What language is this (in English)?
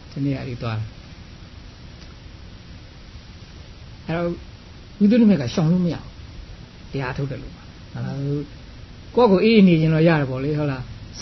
Burmese